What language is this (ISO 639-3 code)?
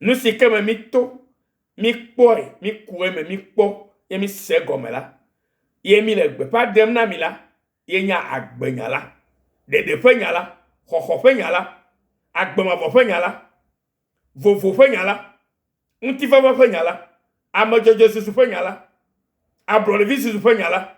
ewe